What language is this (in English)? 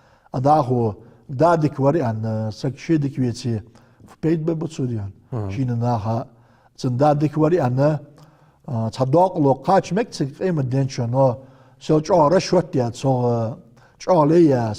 Ingush